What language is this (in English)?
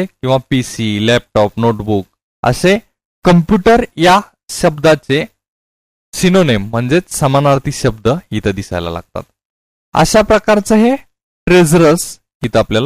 Marathi